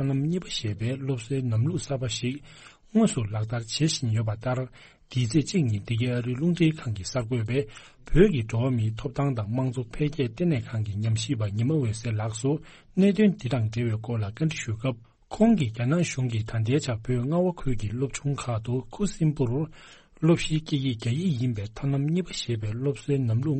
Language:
Tibetan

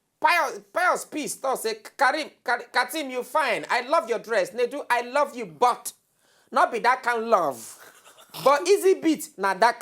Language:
Nigerian Pidgin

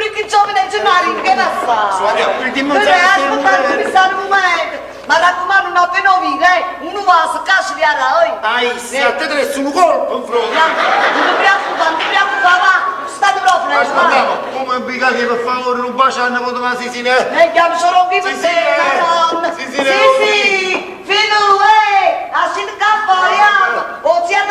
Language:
Neapolitan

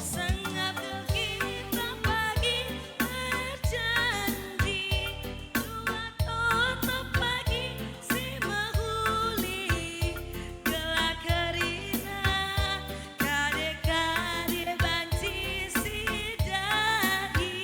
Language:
Batak Karo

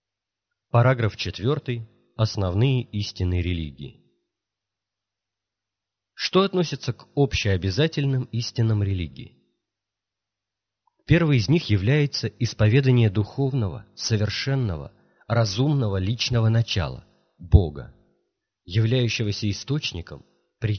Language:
Russian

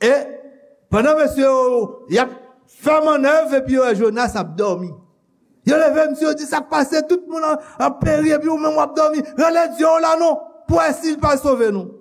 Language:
Haitian Creole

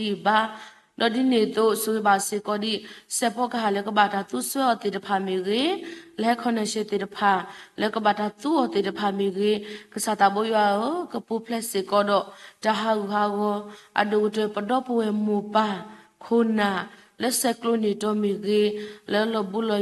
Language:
S'gaw Karen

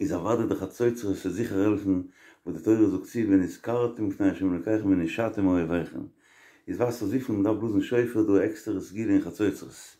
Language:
Yiddish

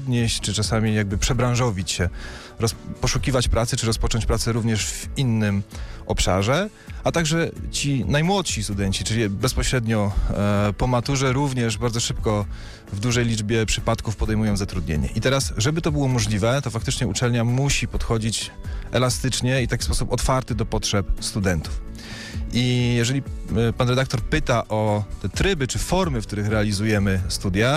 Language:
Polish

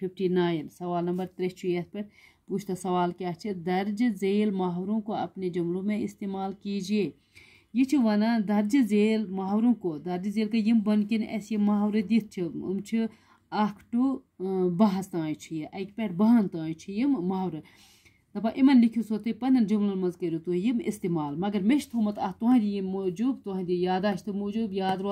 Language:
Kashmiri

